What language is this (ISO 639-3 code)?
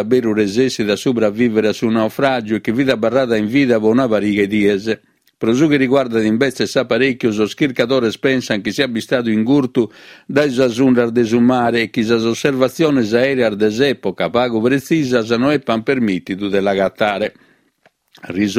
srd